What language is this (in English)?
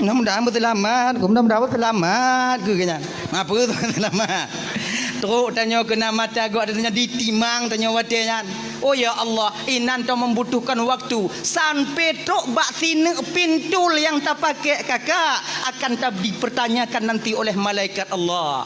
Achinese